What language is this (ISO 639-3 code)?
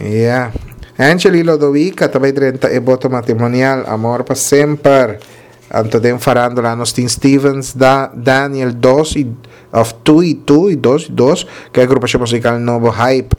pap